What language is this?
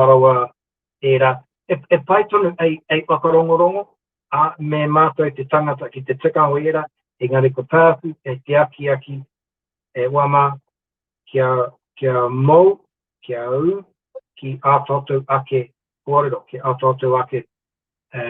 Māori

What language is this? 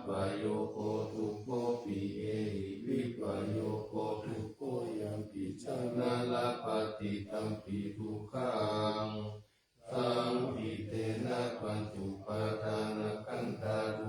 Pali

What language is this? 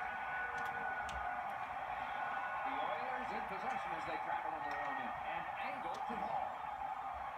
English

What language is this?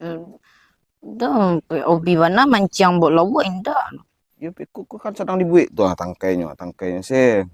Minangkabau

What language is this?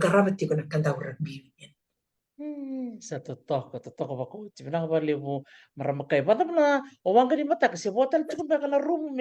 Fijian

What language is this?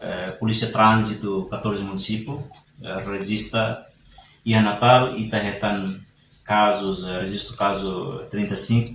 Tetum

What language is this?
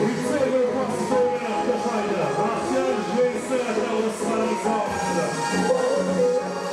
Kara-Kalpak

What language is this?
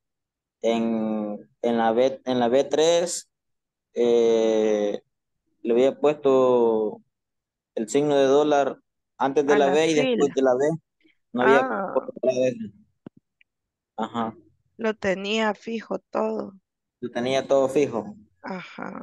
Spanish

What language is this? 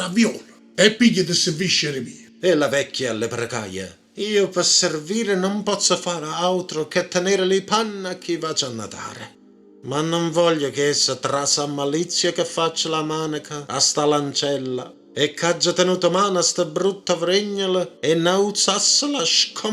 Neapolitan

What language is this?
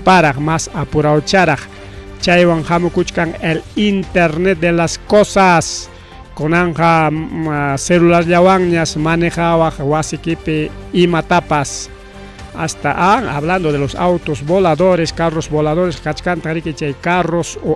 Ayacucho Quechua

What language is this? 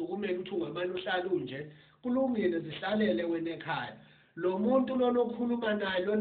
Zulu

